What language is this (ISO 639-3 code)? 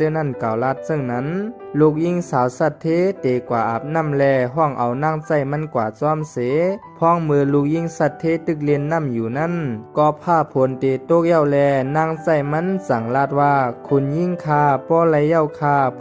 shn